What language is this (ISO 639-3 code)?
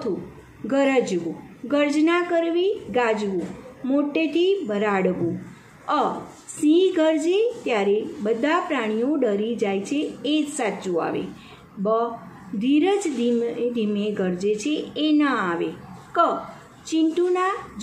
guj